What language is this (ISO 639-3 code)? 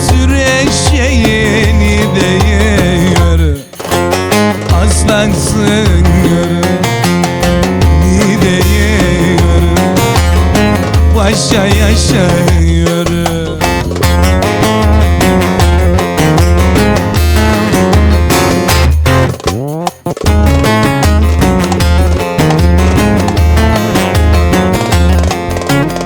tur